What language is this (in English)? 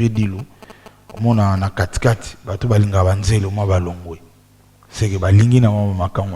Lingala